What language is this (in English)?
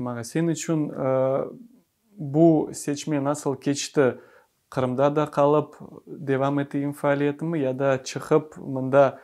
Crimean Tatar